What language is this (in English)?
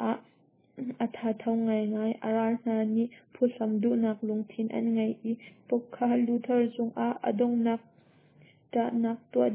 Hakha Chin